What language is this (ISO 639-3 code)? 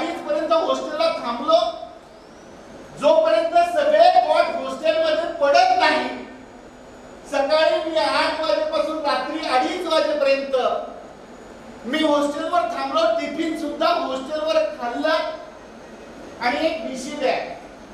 mar